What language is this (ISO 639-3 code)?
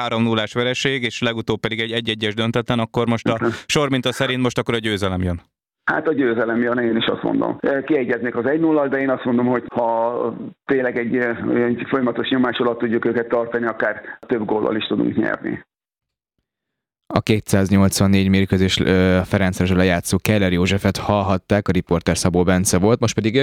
hun